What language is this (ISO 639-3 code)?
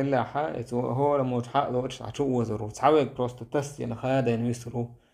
che